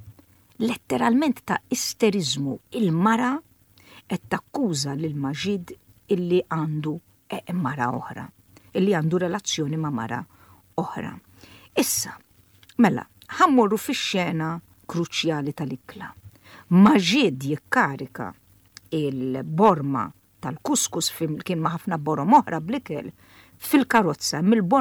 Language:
Maltese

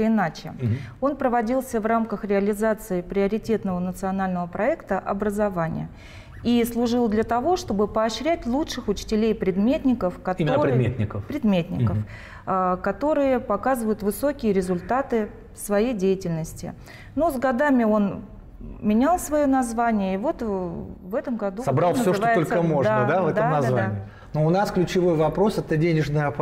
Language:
Russian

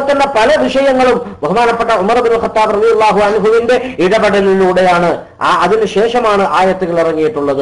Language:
Malayalam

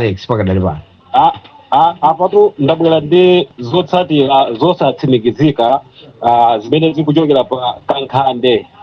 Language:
Nyanja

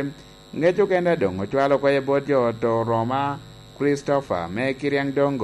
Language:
Lango (Uganda)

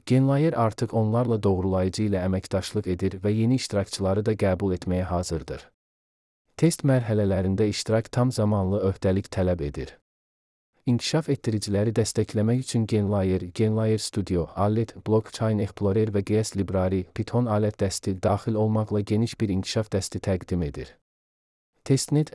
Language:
Azerbaijani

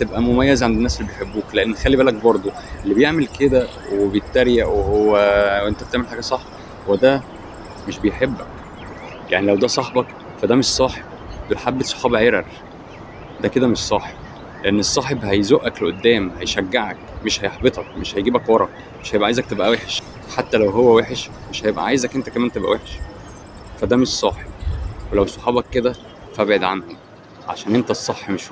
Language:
Egyptian Arabic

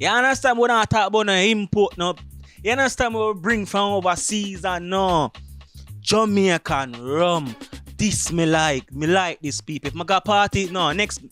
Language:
Jamaican Creole English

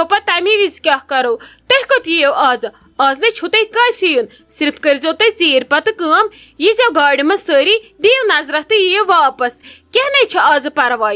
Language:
Kashmiri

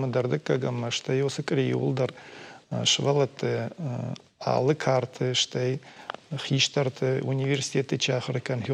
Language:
Ossetic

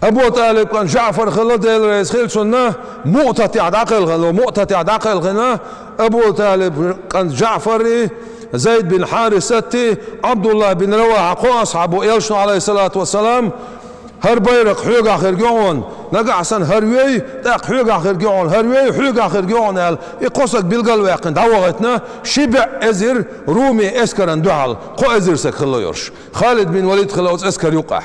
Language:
Chechen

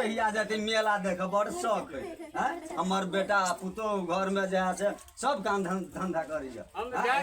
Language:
Maithili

